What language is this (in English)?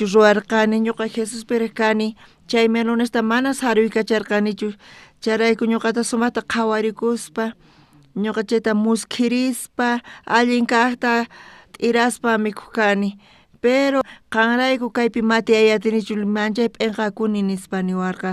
South Bolivian Quechua